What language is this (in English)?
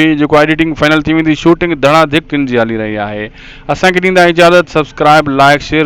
Sindhi